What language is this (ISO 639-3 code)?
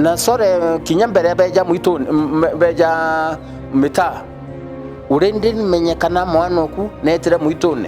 mer